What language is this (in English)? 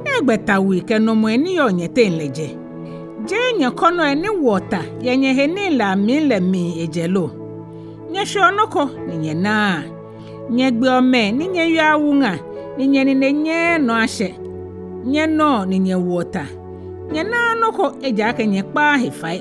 Ga